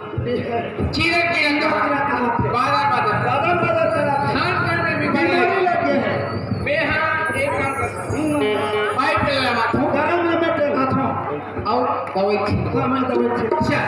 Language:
Chhattisgarhi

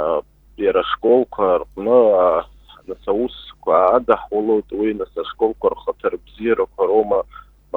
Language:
Abkhazian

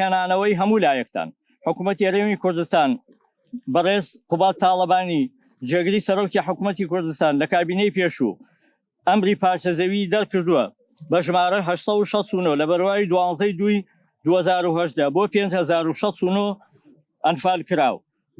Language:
Central Kurdish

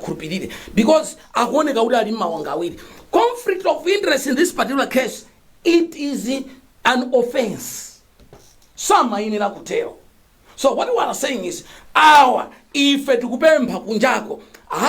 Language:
Nyanja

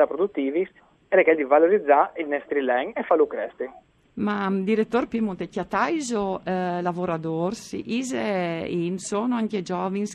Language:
Friulian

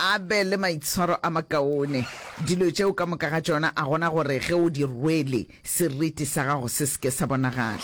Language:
Northern Sotho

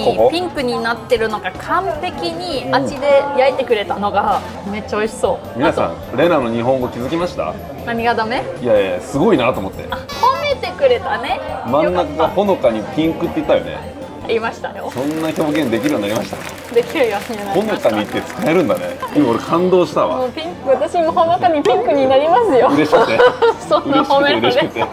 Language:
Japanese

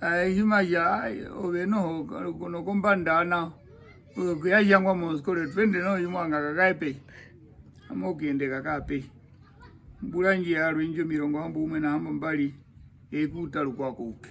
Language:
Herero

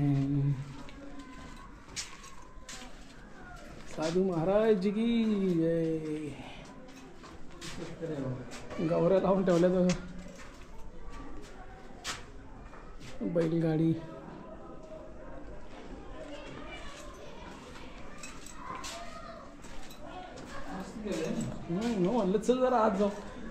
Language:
Marathi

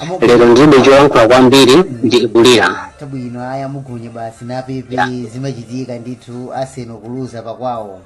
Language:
Nyanja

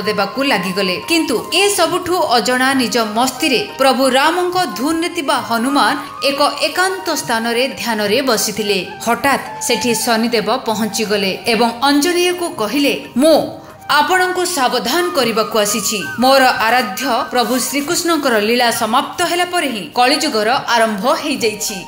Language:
Odia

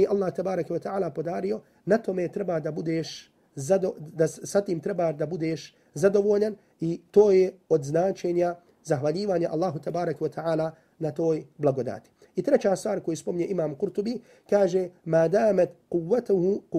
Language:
Bosnian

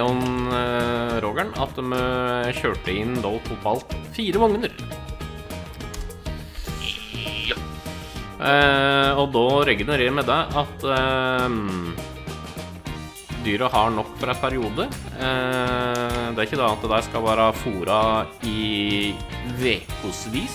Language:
Norwegian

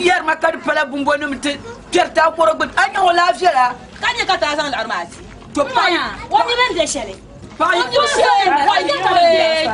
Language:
Dagbani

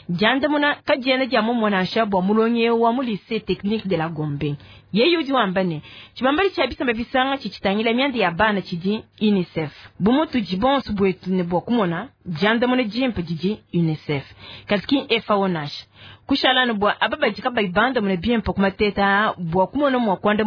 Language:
Luba-Lulua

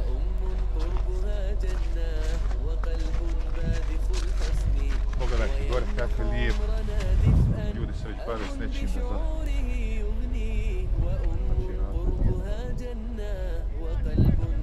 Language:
Bosnian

